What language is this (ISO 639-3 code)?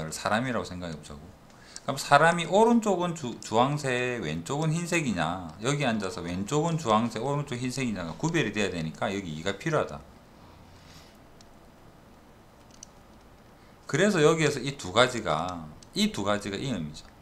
kor